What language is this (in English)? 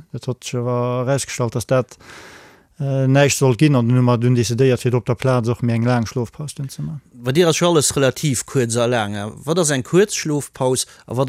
Luxembourgish